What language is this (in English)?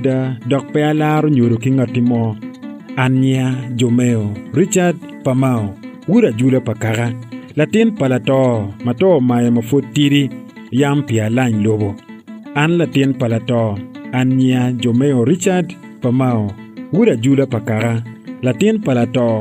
Acoli